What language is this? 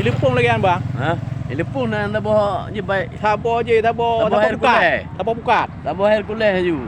Achinese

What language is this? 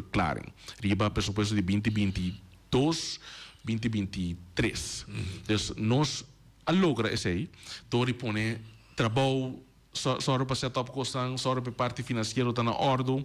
Papiamento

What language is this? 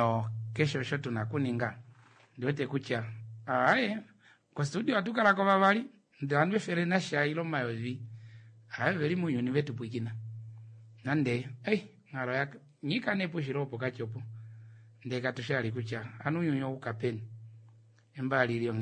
Swahili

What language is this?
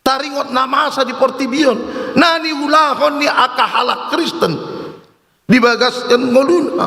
Batak Toba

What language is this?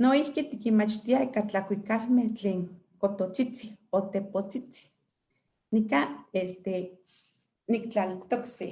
Eastern Huasteca Nahuatl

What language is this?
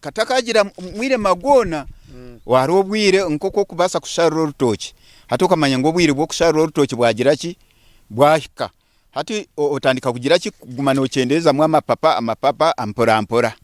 Nyankole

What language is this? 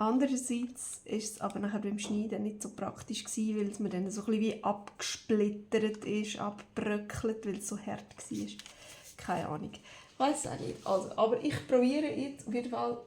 Swiss German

